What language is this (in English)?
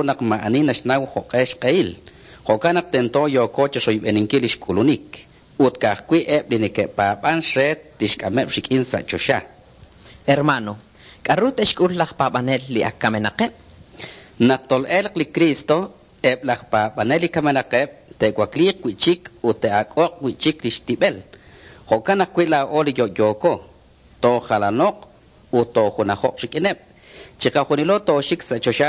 Kekchí